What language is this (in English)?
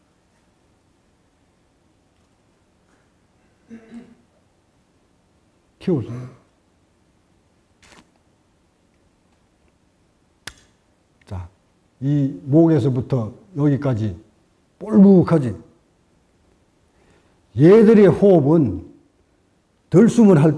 Korean